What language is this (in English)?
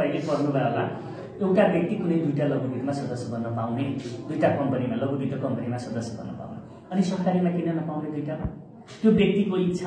Nepali